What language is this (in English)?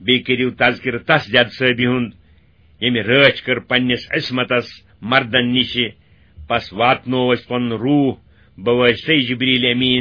Kashmiri